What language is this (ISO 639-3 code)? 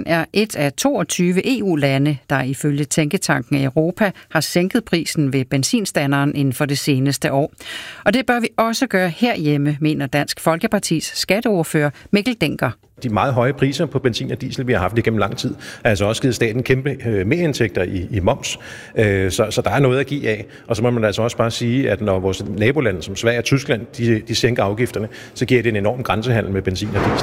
dan